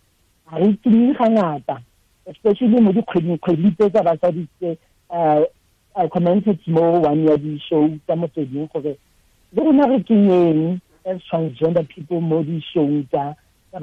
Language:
Tswana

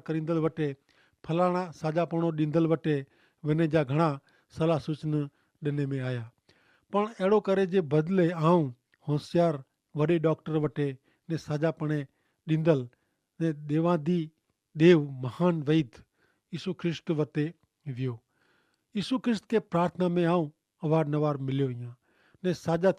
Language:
Kachhi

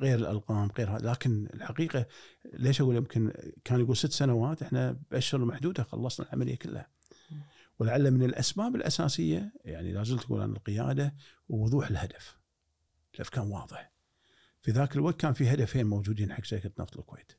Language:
Gulf Arabic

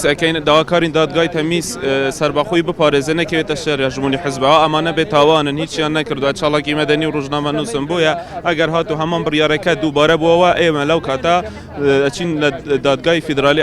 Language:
Central Kurdish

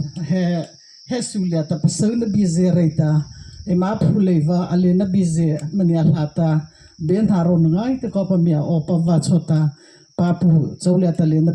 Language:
Mara Chin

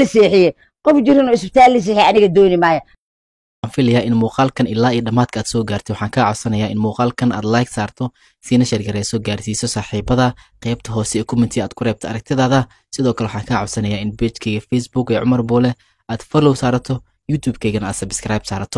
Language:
Somali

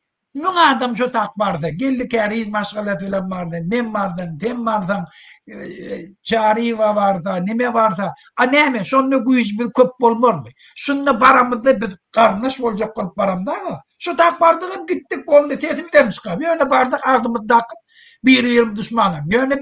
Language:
Turkmen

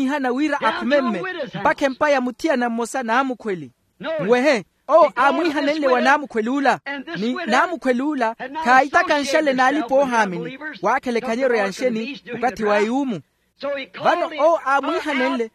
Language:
Makhuwa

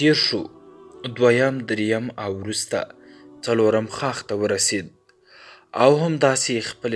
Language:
Pashto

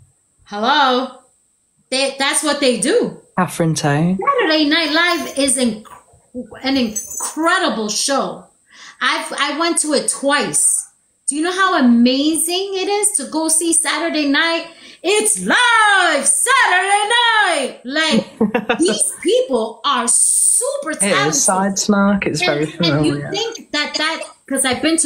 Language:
English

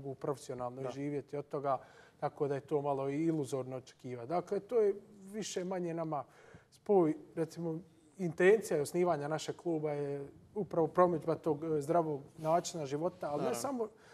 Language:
Croatian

